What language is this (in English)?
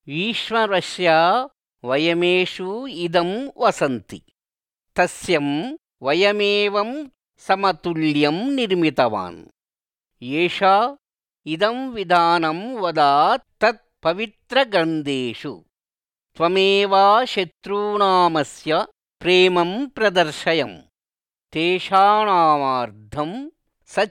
Sanskrit